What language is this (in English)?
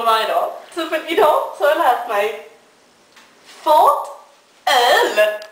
Swedish